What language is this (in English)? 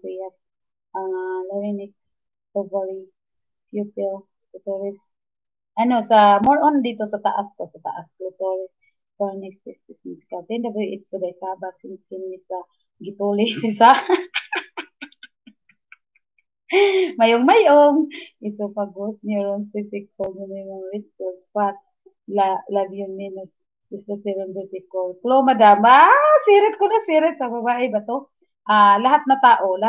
Filipino